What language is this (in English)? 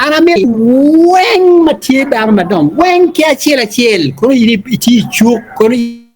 Acoli